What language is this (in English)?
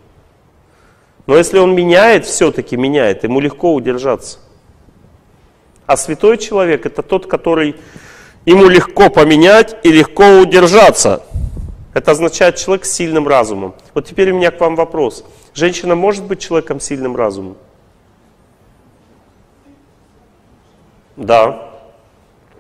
Russian